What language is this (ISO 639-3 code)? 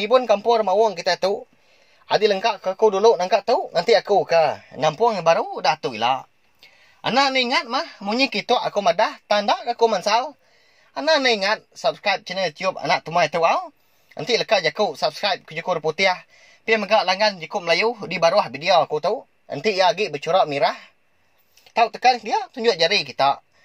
iba